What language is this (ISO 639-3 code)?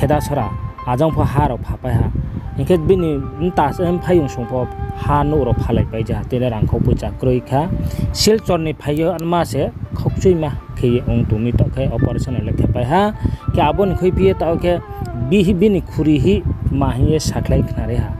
ria